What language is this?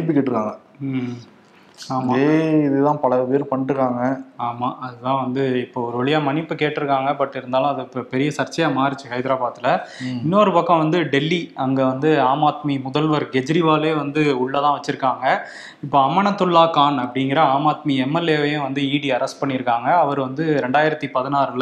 Tamil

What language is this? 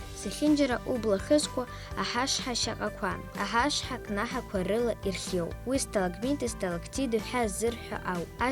Abkhazian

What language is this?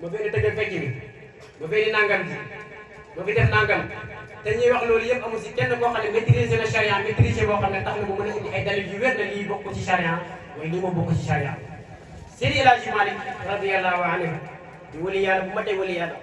Wolof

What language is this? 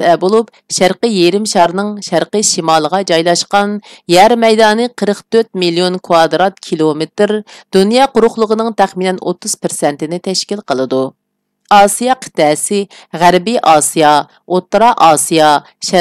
Uyghur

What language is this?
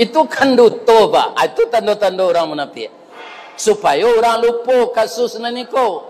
Minangkabau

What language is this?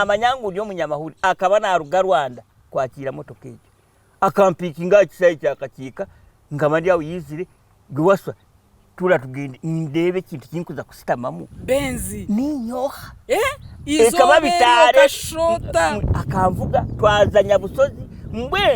Nyankole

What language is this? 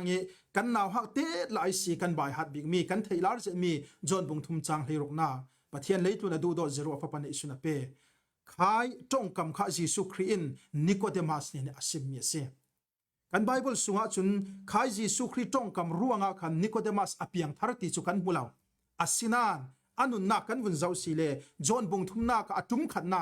Falam Chin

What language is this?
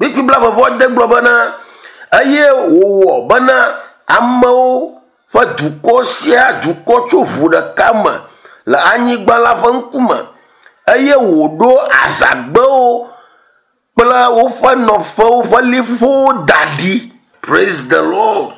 Ewe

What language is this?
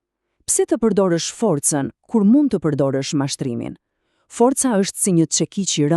Albanian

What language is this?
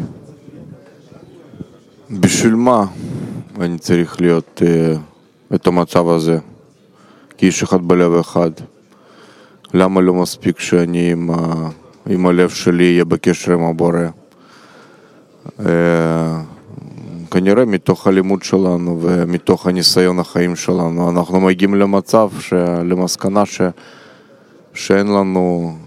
Hebrew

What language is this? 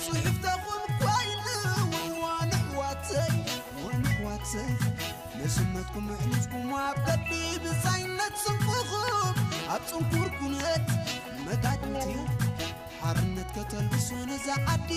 Tigrinya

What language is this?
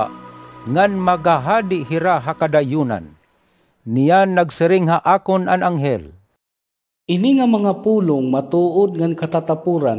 Waray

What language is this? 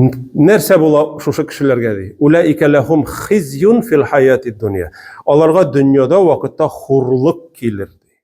Tatar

